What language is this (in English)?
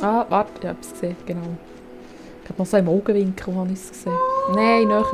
Swiss German